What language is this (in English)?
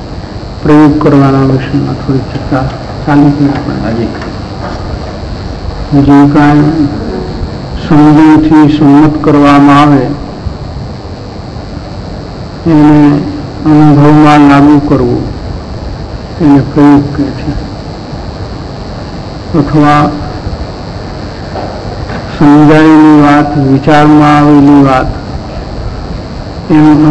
Gujarati